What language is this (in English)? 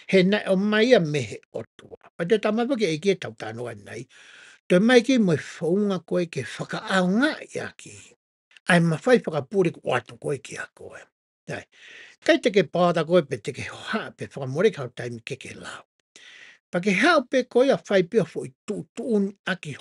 Tongan